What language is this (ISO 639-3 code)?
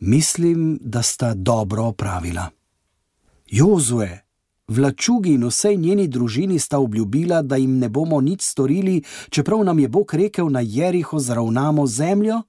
slv